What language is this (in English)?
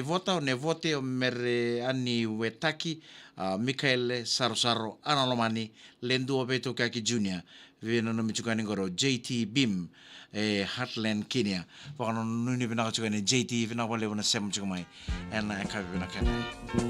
Fijian